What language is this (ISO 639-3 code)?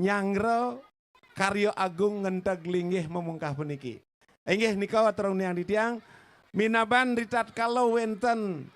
ban